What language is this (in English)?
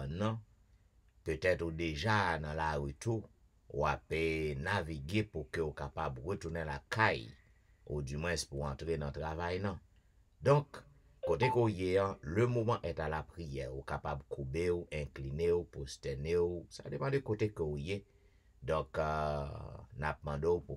French